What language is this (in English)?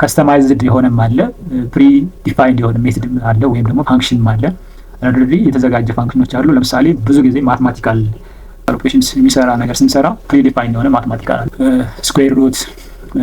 Amharic